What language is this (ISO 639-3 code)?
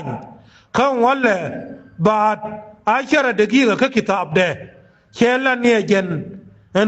nus